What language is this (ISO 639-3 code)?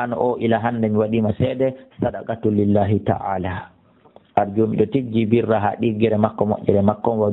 ful